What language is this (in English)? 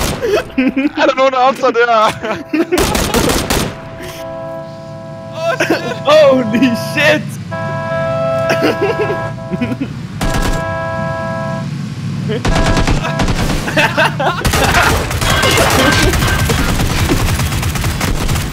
Danish